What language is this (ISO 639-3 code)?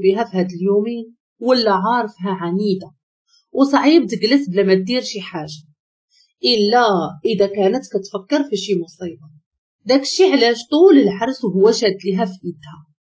ary